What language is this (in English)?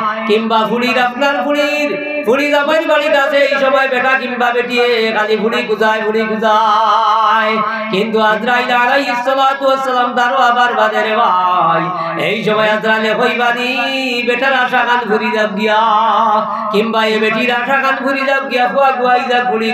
Sylheti